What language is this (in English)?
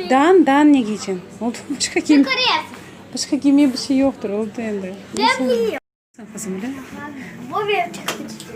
Crimean Tatar